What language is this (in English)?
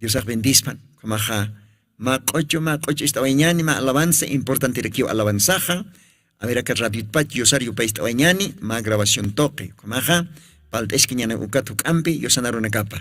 Aymara